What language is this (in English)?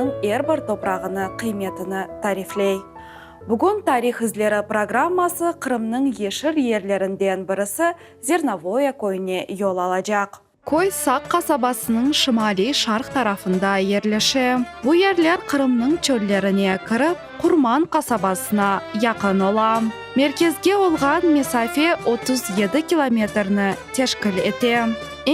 Crimean Tatar